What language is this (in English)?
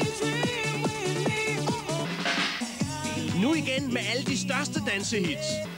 Danish